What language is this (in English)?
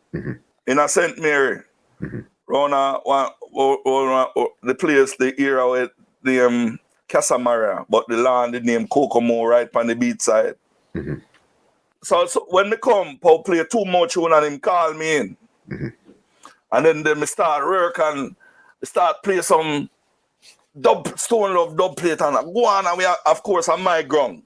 Jamaican Creole English